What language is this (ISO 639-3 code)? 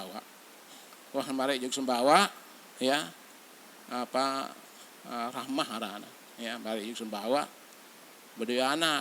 sas